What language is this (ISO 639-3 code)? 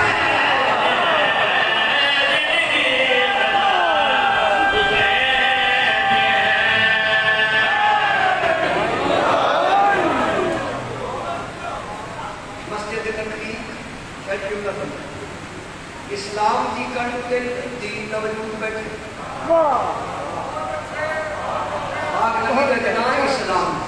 urd